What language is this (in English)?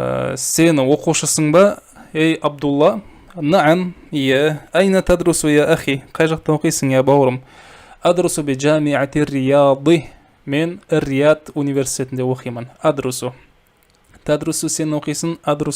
Kazakh